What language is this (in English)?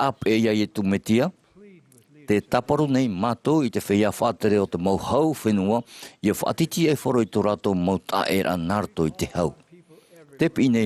Tahitian